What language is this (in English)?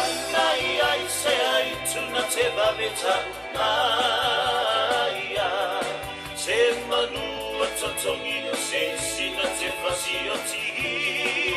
Samoan